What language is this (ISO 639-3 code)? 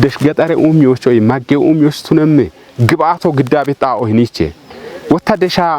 kbr